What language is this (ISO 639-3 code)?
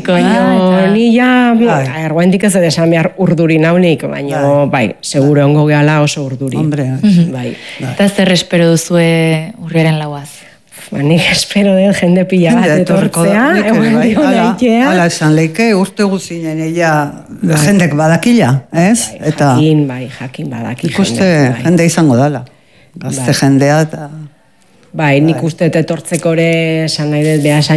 eus